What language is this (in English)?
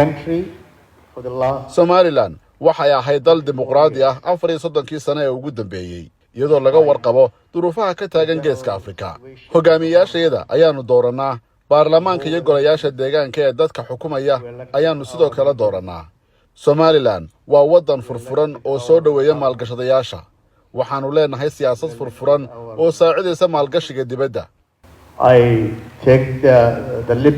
Somali